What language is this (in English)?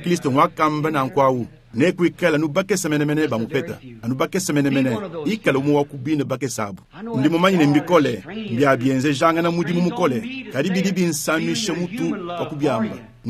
Luba-Lulua